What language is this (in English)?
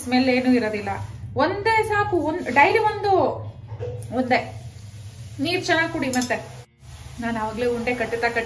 Kannada